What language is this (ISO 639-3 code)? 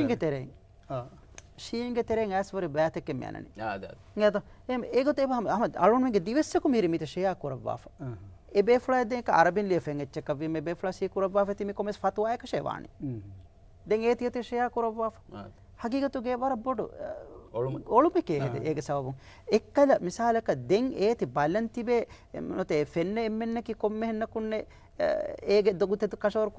div